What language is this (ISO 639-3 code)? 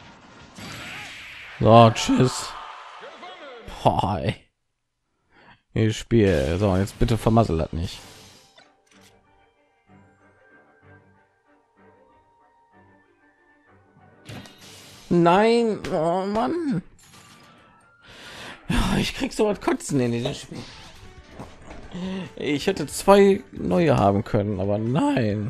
deu